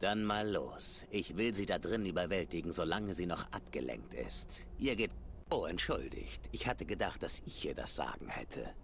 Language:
Swiss German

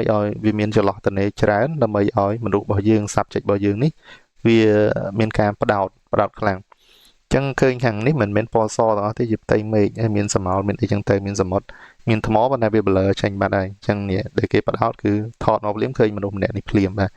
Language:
Khmer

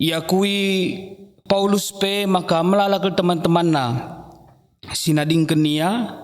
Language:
Batak Karo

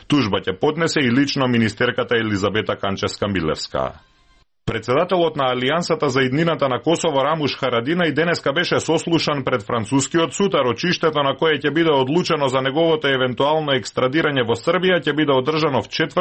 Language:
Macedonian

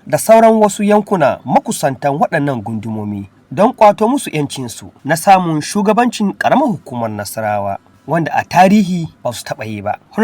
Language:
Hausa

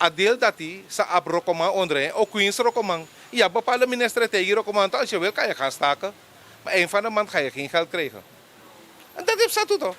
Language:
Sranan Tongo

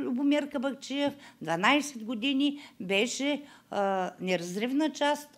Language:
Bulgarian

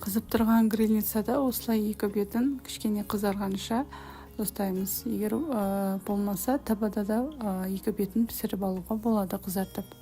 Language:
Kazakh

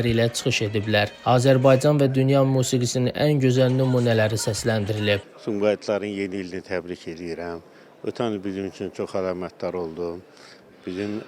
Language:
Azerbaijani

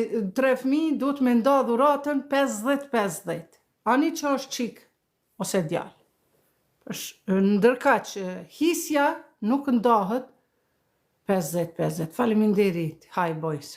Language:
Albanian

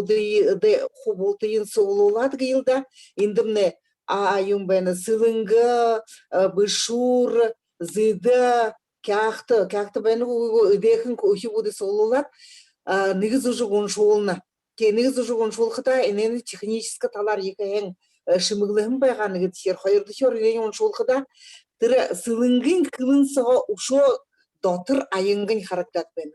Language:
Buriat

